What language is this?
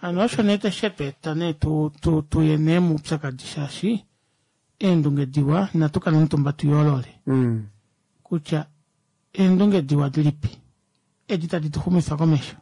Kuanyama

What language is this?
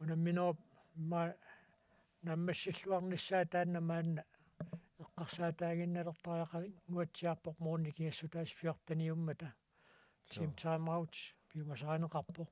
Kalaallisut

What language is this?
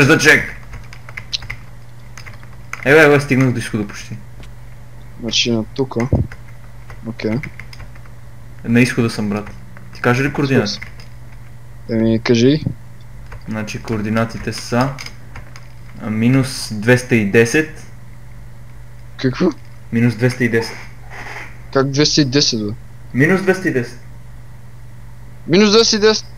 Bulgarian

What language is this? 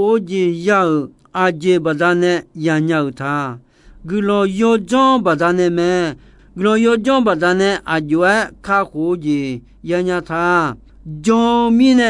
Akha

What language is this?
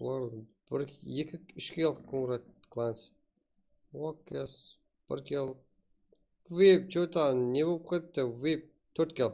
Kara-Kalpak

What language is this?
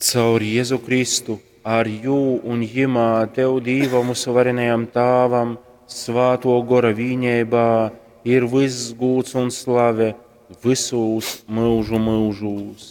Latgalian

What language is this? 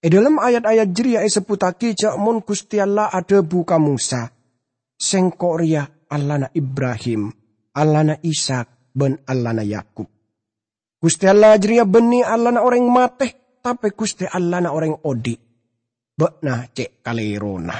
Madurese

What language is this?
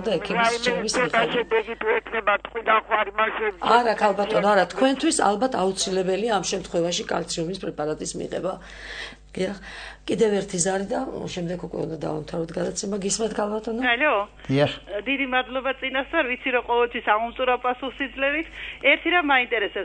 Georgian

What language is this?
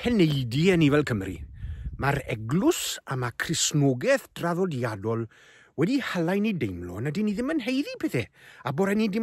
Welsh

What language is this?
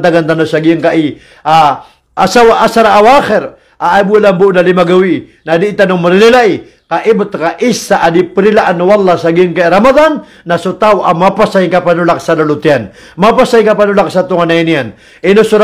Maranao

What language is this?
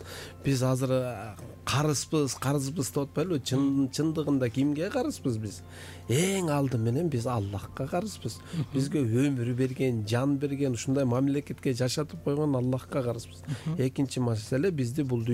Kyrgyz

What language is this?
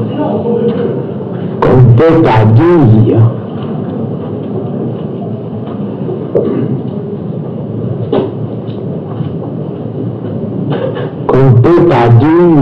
French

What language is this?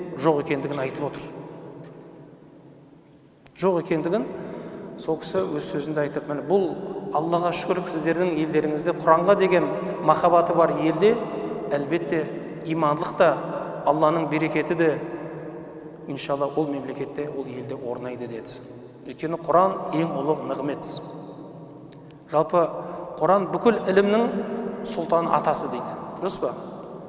Kazakh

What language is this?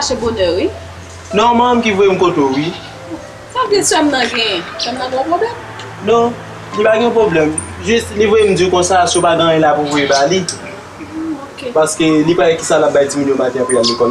Haitian Creole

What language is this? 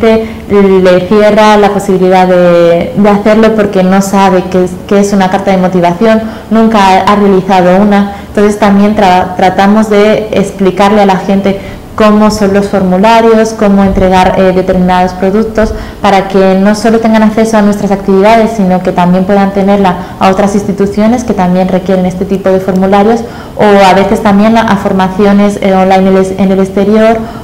Spanish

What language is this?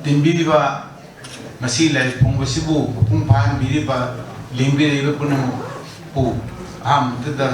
Manipuri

